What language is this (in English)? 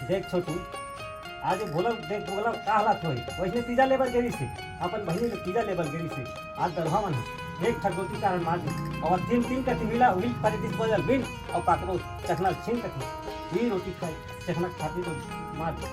Chhattisgarhi